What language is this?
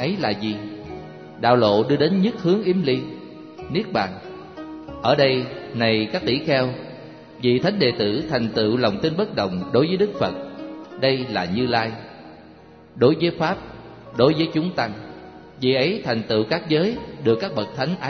Vietnamese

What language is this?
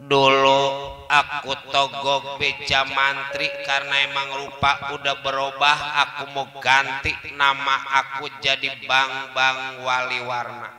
Betawi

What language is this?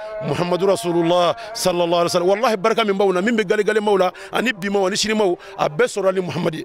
Bambara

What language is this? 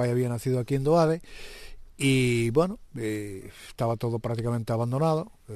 Galician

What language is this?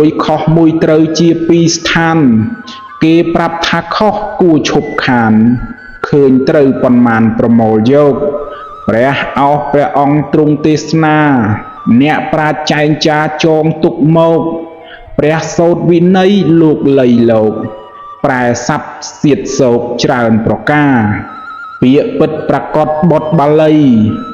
Khmer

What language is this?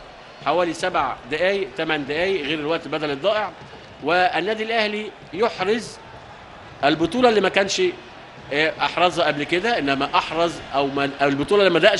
Egyptian Arabic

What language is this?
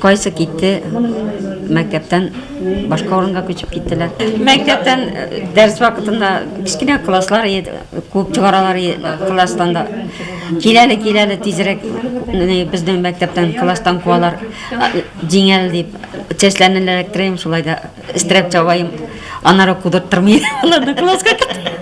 Tatar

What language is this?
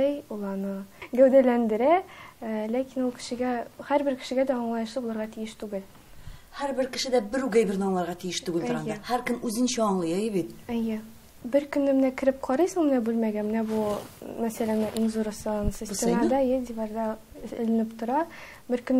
Tatar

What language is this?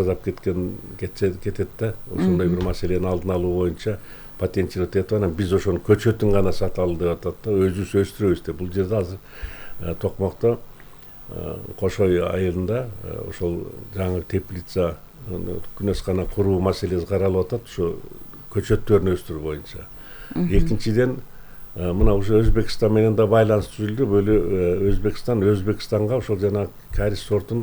Kyrgyz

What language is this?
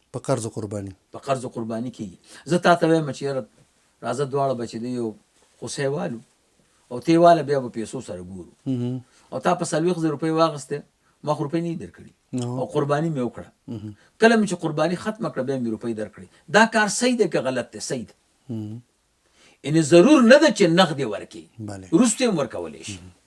Pashto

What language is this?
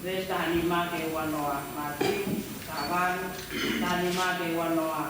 Tongan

